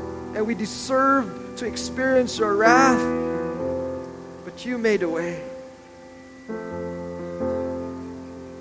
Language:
English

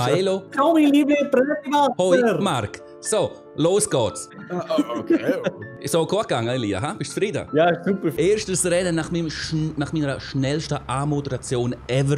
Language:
Swiss German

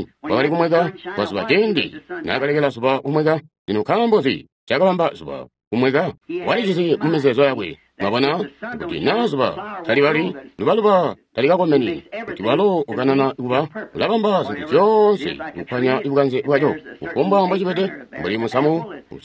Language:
Tonga (Zambia)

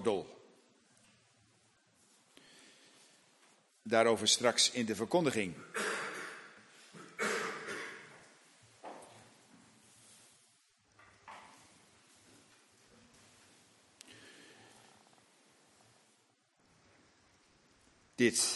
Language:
Dutch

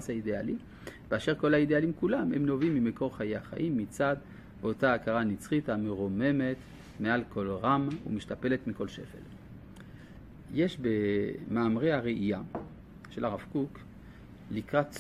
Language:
Hebrew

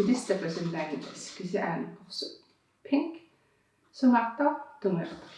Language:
Kalaallisut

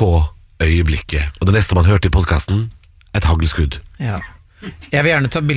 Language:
Norwegian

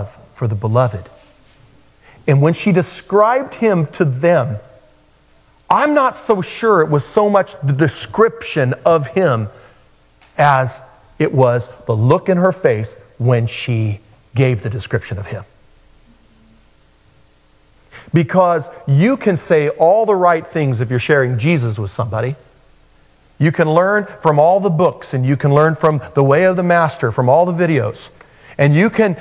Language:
English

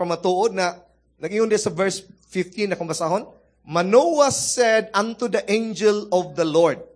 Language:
Cebuano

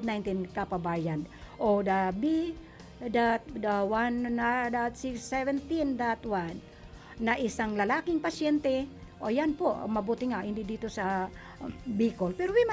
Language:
Bikol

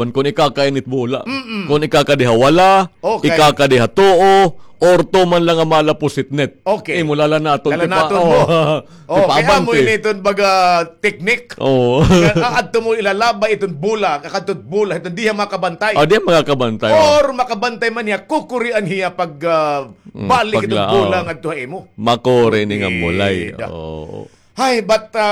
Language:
Waray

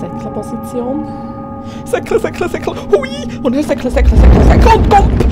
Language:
Swiss German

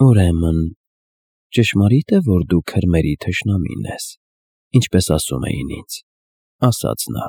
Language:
Armenian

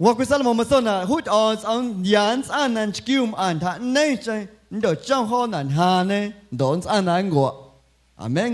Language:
Guerrero Amuzgo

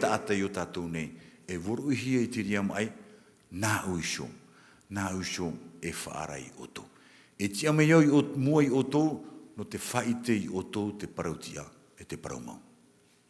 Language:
Tahitian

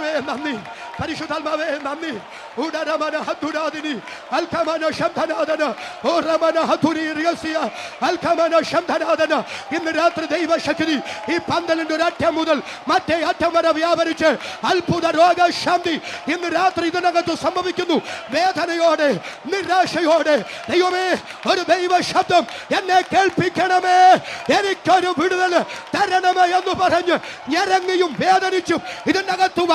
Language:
Malayalam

